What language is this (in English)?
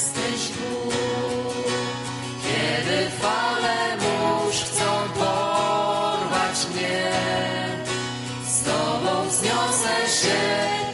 Polish